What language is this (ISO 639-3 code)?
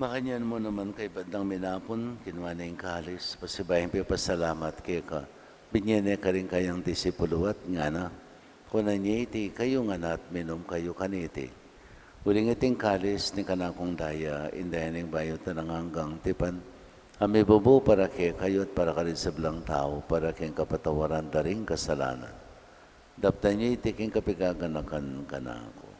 pam